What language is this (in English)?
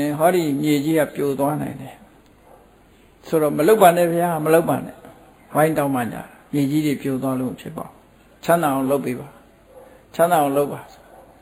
Burmese